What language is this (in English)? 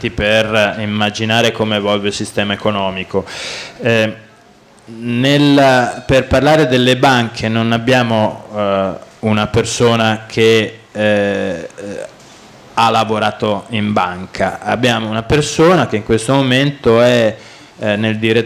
Italian